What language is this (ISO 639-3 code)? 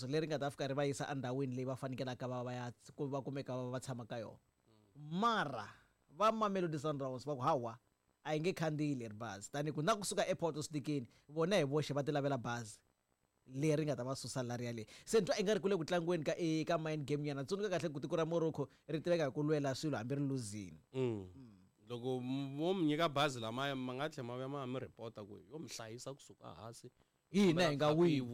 tso